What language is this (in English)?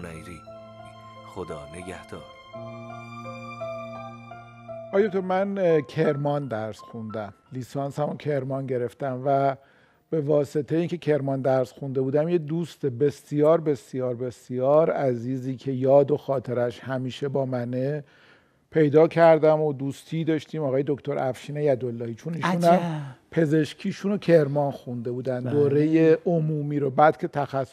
Persian